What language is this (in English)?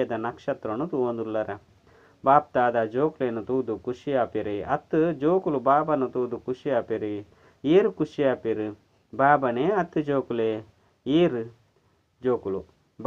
Tulu